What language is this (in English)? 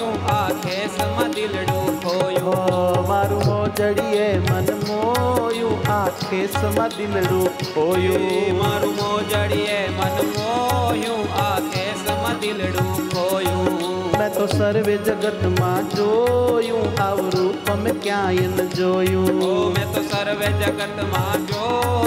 Gujarati